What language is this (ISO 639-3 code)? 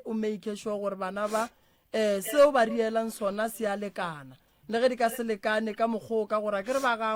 nso